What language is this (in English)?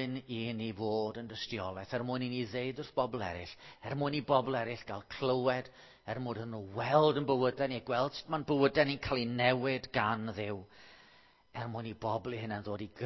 Welsh